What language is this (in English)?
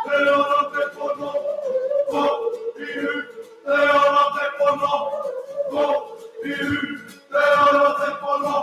Māori